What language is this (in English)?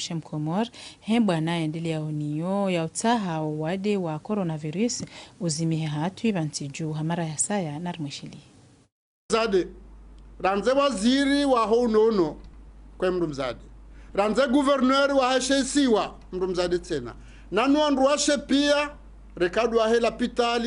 Ngazidja Comorian